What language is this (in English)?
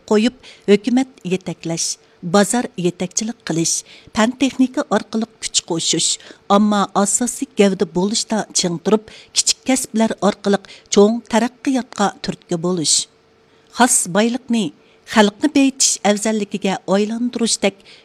Uyghur